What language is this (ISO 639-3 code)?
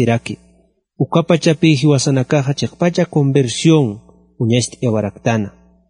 aym